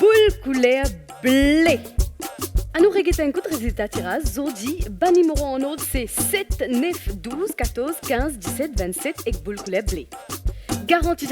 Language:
Morisyen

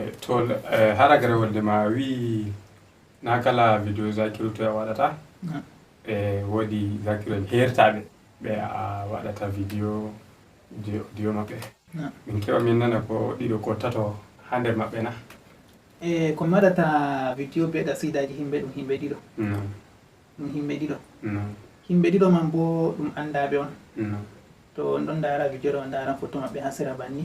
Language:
Fula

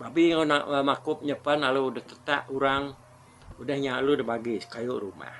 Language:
Iban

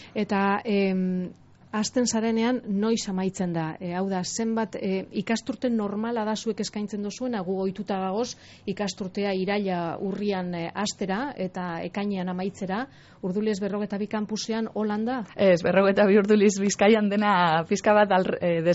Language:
Basque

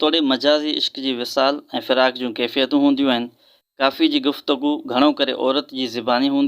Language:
Sindhi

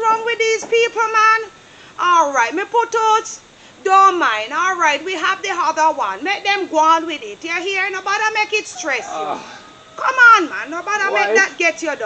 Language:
Jamaican Creole English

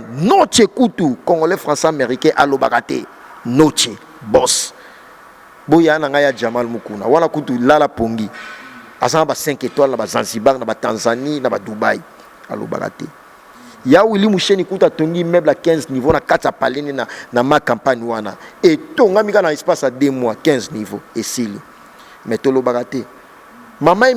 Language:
Lingala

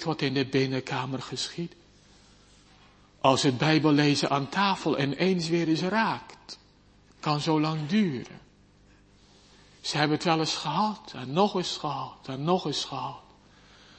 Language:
Dutch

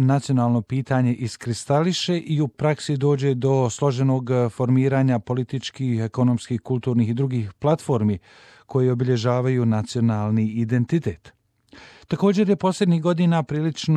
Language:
Bosnian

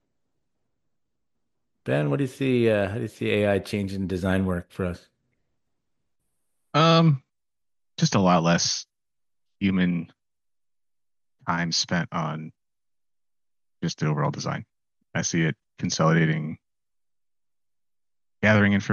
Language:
English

